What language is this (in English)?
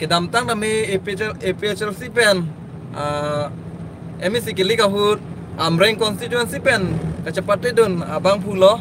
Karbi